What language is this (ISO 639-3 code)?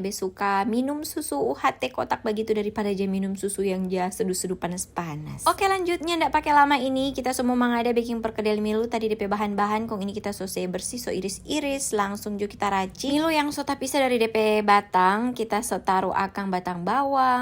xmm